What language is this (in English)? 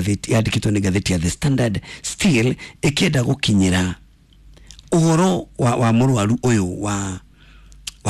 Kikuyu